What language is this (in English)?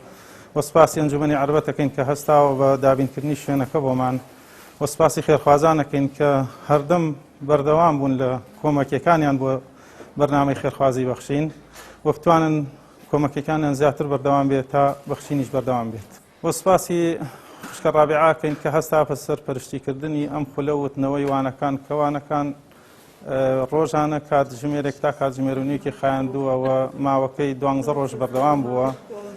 Central Kurdish